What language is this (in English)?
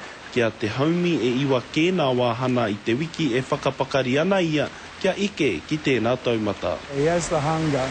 Māori